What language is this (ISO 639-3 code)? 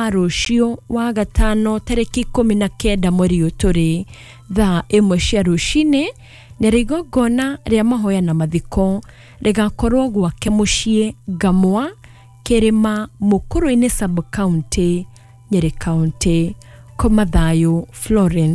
kik